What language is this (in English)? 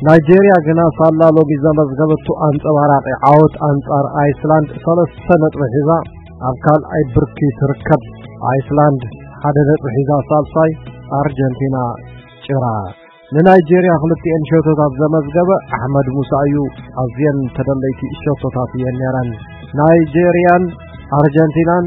Tigrinya